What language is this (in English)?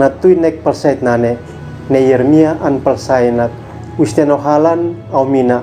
Uab Meto